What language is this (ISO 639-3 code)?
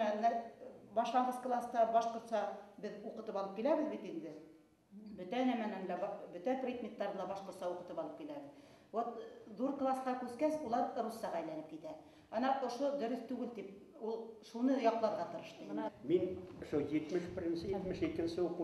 bak